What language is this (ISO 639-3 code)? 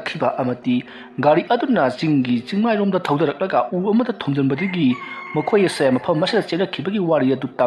mni